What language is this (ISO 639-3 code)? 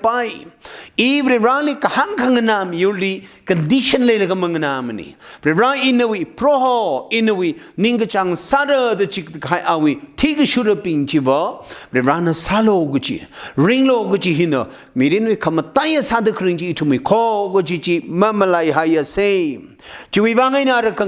nmf